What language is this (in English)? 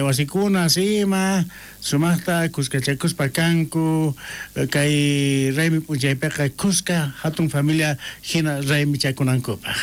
South Bolivian Quechua